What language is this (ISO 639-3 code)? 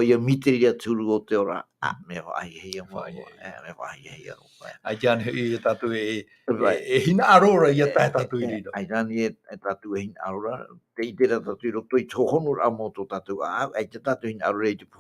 tah